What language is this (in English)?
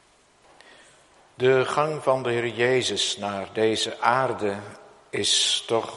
Dutch